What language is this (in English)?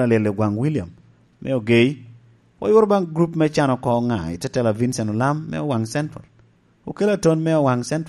Lango (Uganda)